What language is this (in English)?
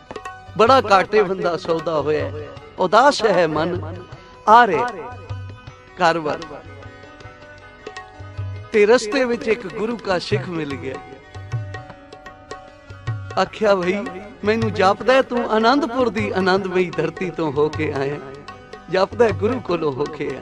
Punjabi